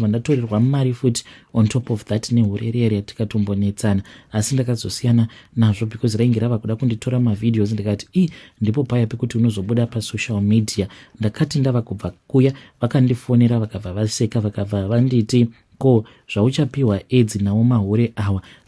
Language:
Shona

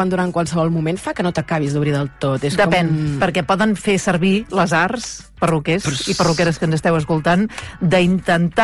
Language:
Catalan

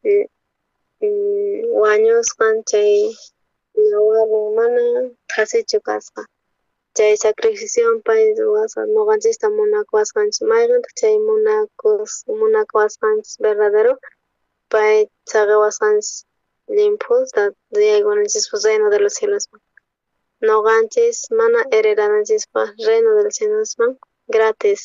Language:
South Bolivian Quechua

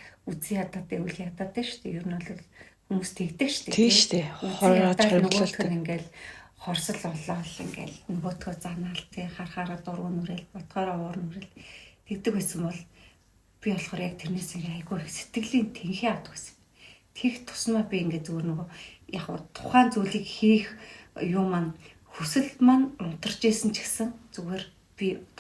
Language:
Mongolian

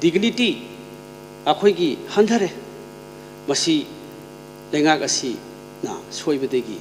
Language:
Manipuri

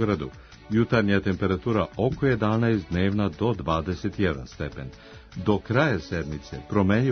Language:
Serbian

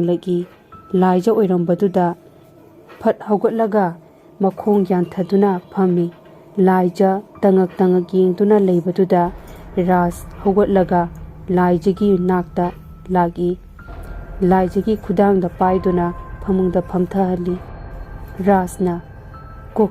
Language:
Manipuri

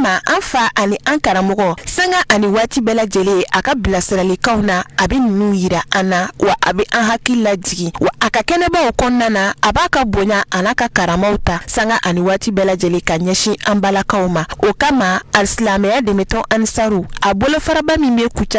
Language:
Bambara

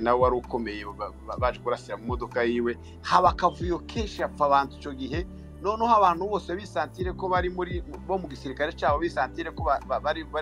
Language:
Kinyarwanda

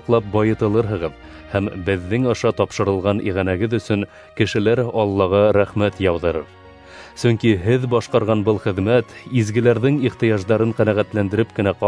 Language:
Bashkir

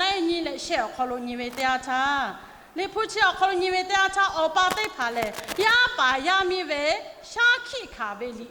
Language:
Lahu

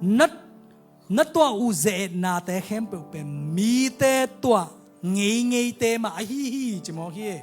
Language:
Tedim Chin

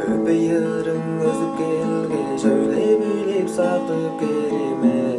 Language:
Tuvinian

